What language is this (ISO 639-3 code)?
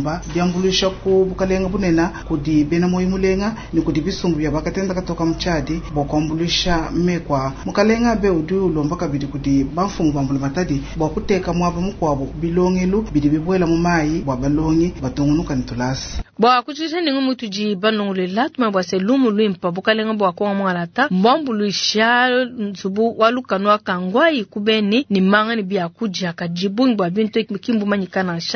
lua